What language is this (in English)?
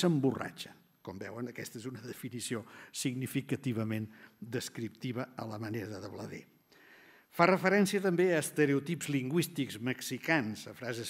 Catalan